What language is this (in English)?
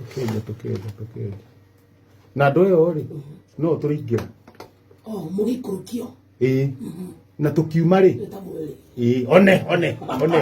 Kikuyu